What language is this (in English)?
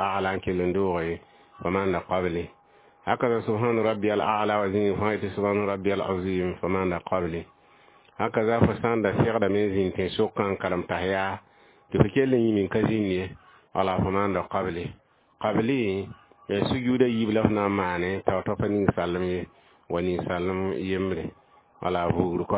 Mossi